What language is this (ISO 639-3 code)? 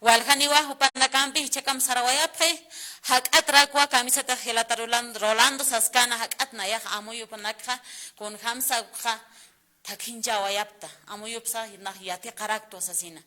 aym